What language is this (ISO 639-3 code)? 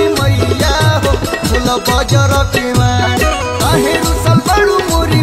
bho